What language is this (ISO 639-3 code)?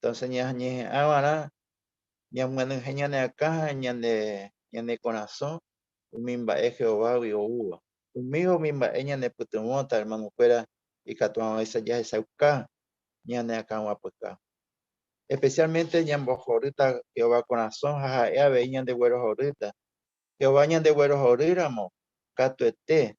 grn